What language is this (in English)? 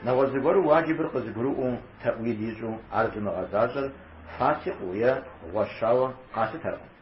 Kabardian